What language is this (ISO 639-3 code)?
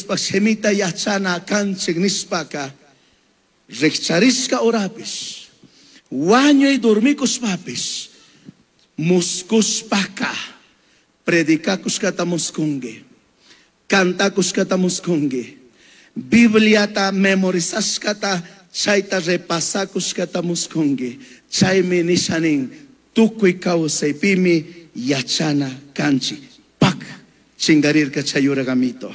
qug